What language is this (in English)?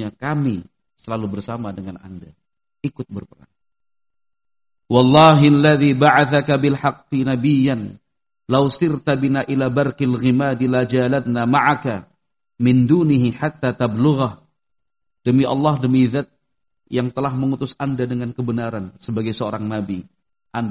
Indonesian